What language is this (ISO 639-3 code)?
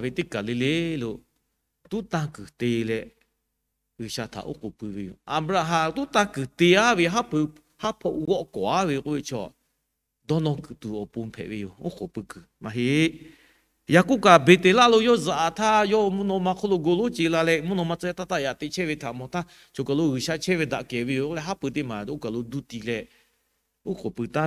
lhu